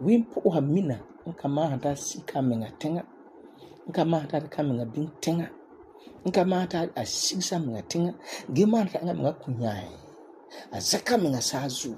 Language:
Frafra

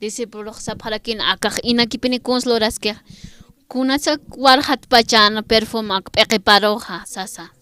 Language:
Aymara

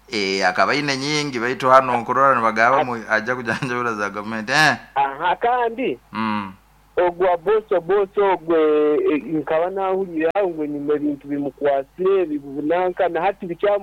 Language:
Nyoro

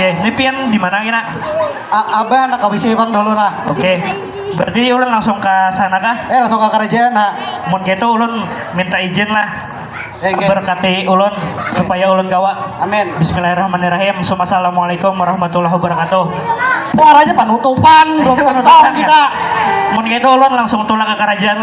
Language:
Banjar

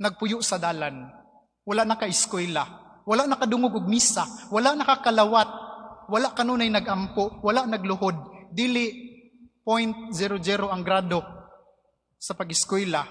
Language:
Cebuano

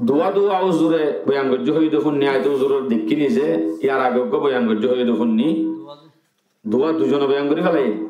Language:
Rohingya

